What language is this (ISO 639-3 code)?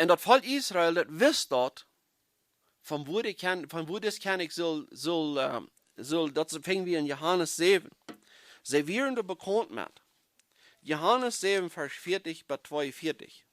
pdt